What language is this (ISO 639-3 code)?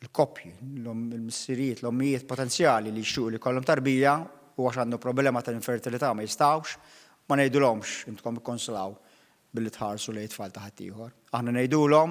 mlt